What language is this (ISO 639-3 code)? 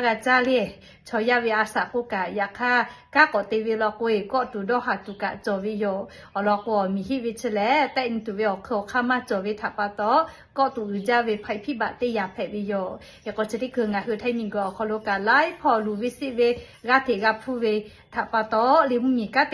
lhu